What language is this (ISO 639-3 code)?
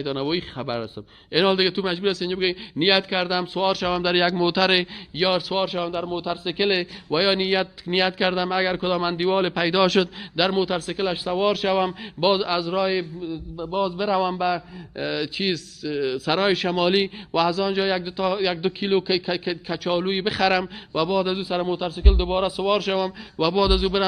fas